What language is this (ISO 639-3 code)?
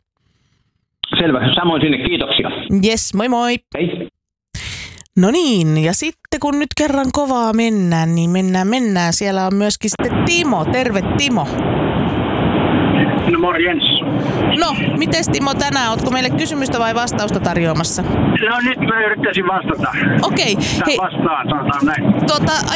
fin